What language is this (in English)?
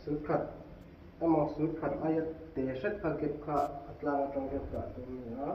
Mizo